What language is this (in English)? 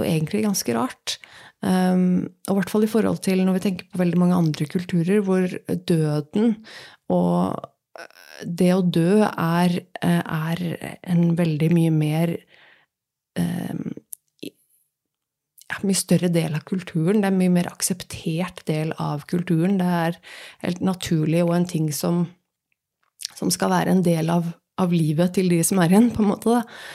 Norwegian